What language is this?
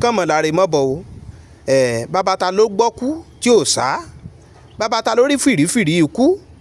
Yoruba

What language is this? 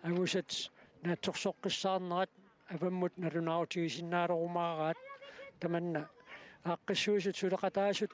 Kalaallisut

